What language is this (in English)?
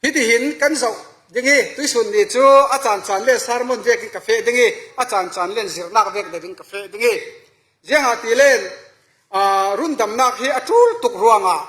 Falam Chin